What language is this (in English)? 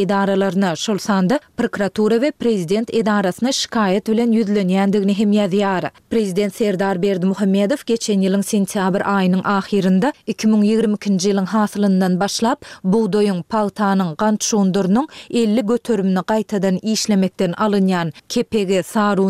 Turkmen